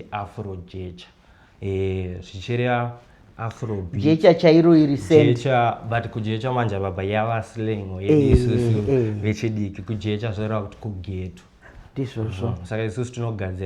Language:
Shona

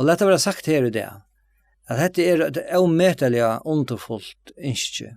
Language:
Faroese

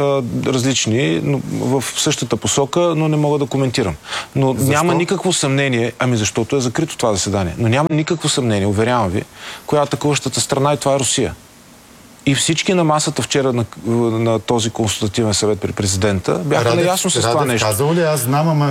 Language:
Bulgarian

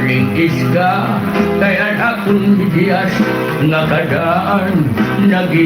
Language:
Waray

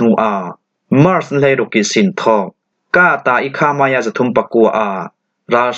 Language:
Falam Chin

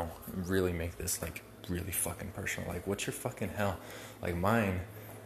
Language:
English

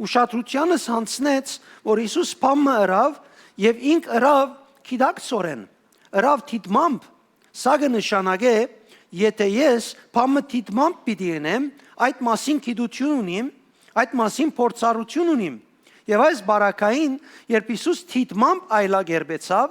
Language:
Western Armenian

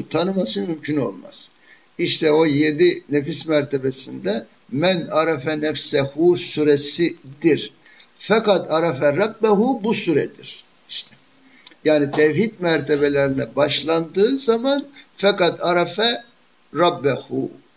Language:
Turkish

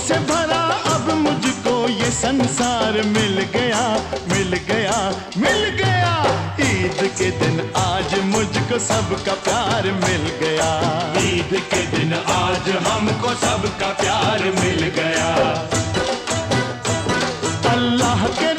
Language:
Hindi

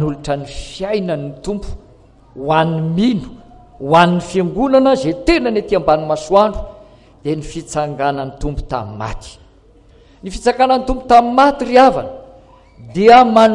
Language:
Malagasy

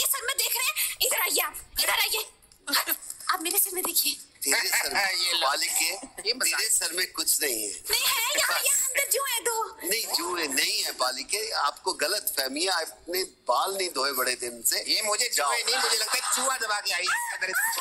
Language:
Hindi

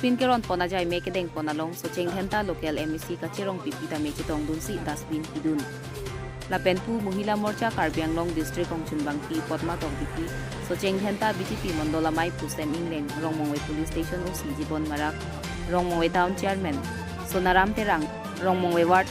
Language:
Karbi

